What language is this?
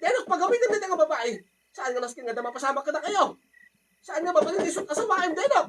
Iloko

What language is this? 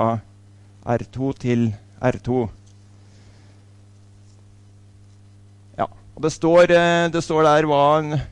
Norwegian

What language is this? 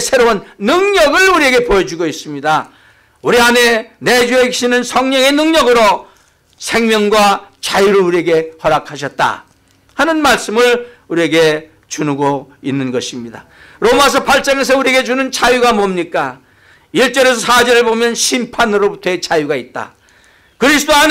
Korean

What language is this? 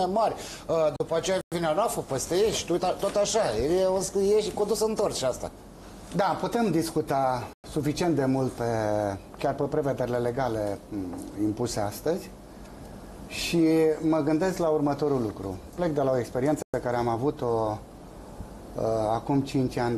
Romanian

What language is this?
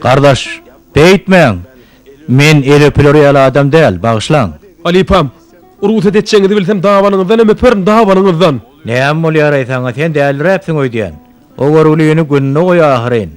Turkmen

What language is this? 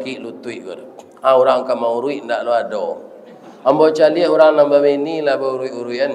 Minangkabau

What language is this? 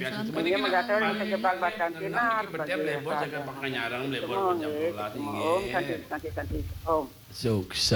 Balinese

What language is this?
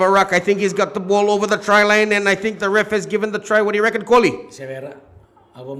Fijian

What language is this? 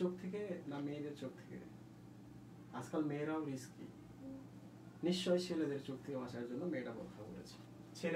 Bangla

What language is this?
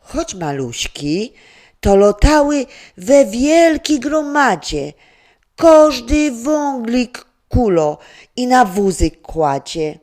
Silesian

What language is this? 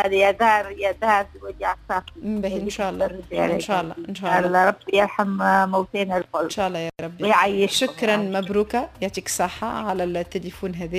Tunisian Arabic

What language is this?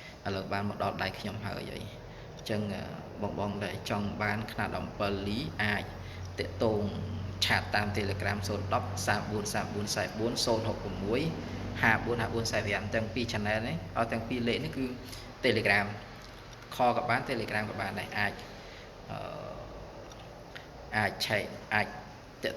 Khmer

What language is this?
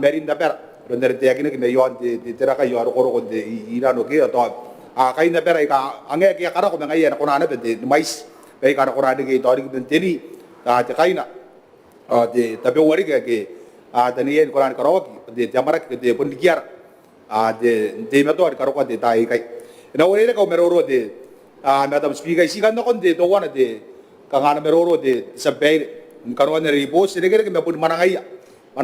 Gilbertese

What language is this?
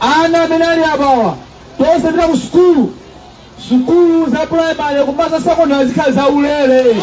Nyanja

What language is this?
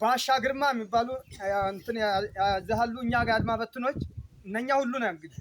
Amharic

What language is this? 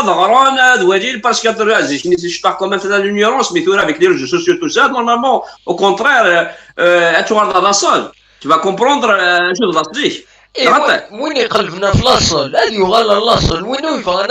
Kabyle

